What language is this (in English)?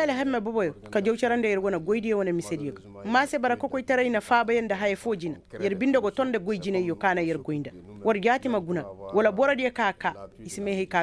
Koyraboro Senni